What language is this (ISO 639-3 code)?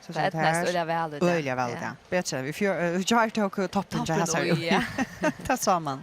fao